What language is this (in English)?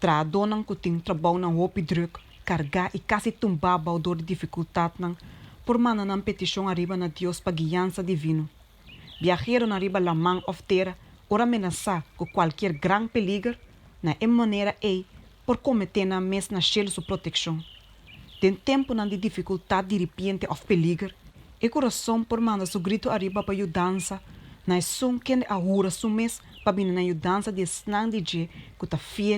Papiamento